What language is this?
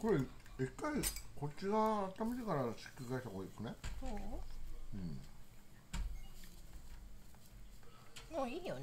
Japanese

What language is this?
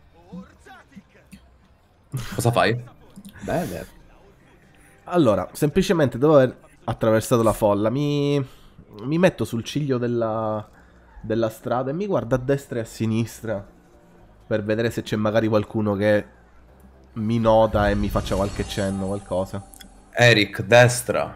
Italian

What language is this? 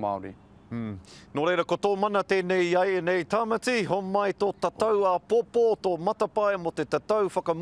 Māori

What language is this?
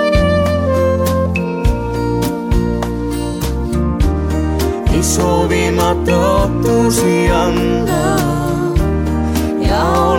Estonian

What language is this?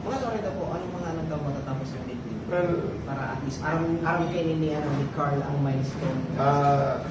Bikol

